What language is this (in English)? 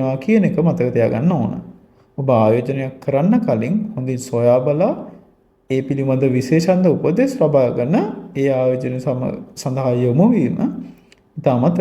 Sinhala